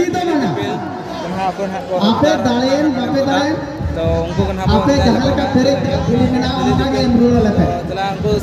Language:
Santali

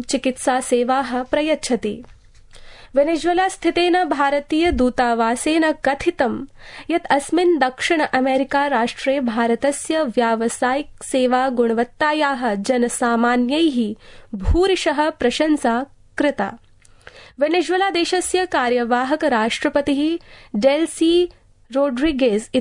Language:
Sanskrit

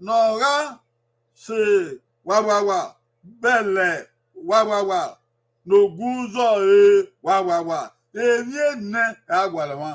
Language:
Bini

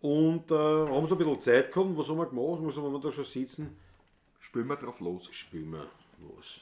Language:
Bavarian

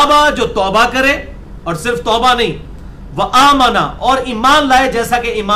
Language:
Urdu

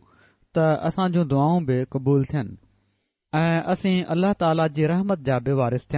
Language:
Sindhi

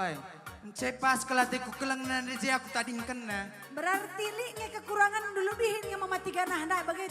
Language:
Batak Karo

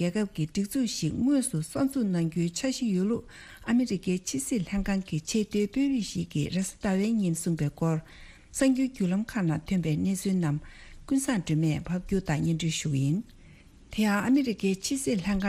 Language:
Tibetan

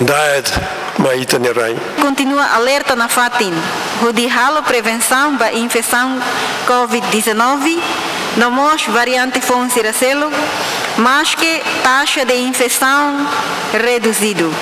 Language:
Tetum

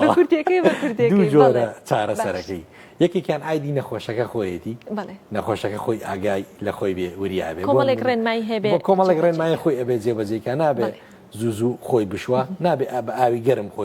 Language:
Central Kurdish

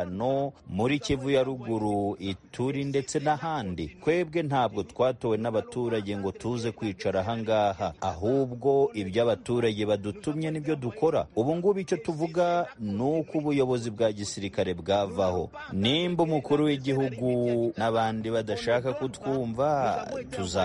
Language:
Kinyarwanda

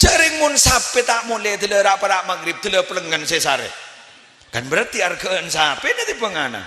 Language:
Madurese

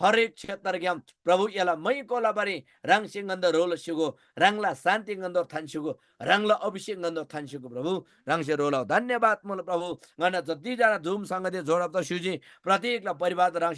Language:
Eastern Tamang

